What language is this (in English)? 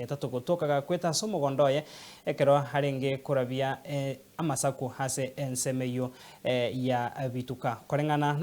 Gusii